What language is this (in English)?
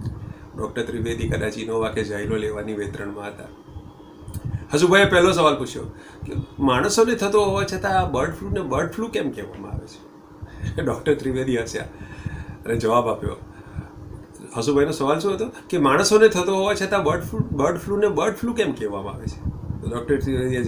Gujarati